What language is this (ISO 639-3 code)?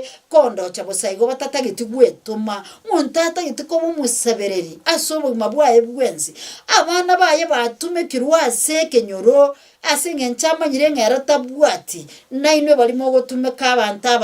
guz